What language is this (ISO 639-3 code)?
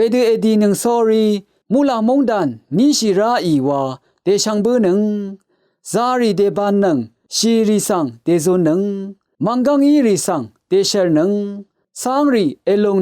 raw